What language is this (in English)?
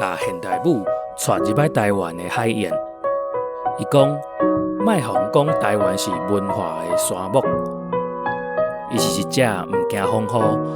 Min Nan Chinese